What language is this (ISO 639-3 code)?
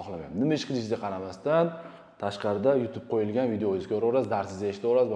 uzb